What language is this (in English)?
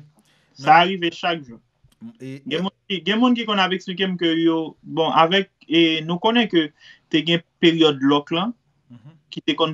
Haitian Creole